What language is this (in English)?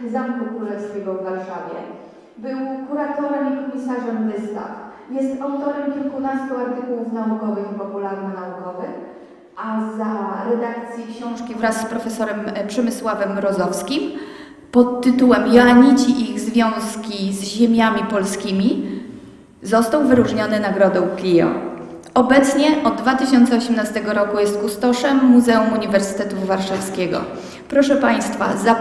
Polish